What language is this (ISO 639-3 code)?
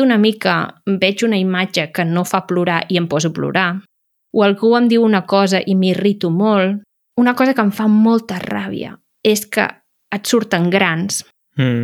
cat